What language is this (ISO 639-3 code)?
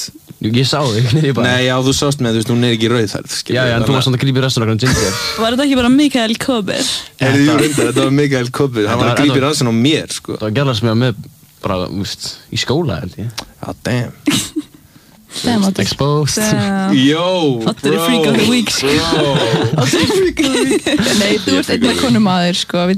isl